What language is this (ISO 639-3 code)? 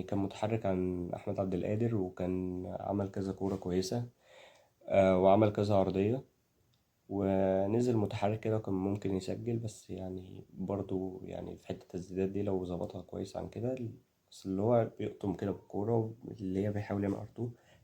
arz